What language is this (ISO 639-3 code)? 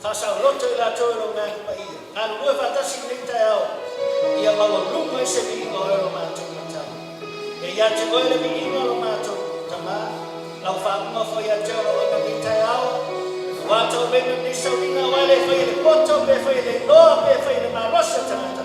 smo